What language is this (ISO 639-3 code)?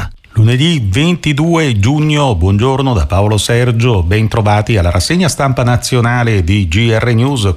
ita